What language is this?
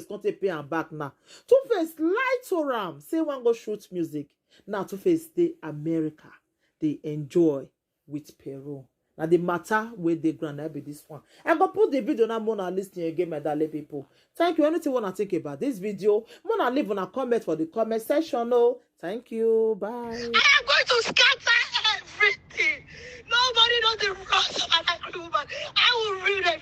Nigerian Pidgin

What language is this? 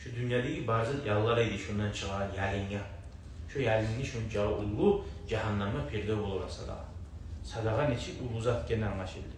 Kumyk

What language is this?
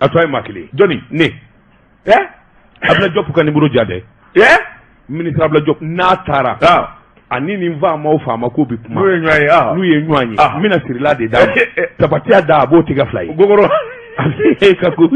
Bambara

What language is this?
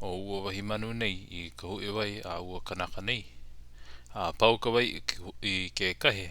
Hawaiian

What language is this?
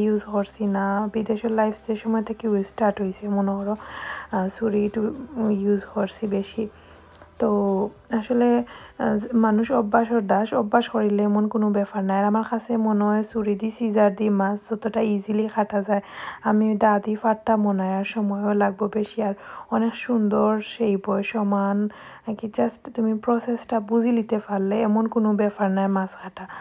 Sylheti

